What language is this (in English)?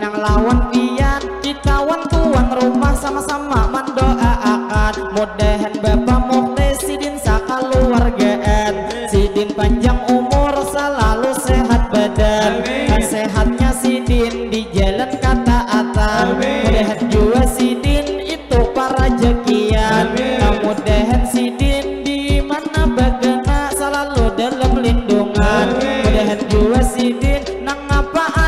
Banjar